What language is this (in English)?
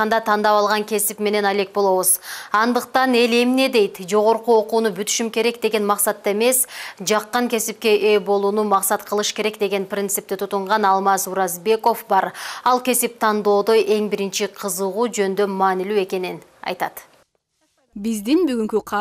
Kyrgyz